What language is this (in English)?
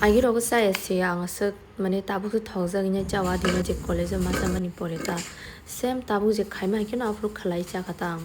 Kok Borok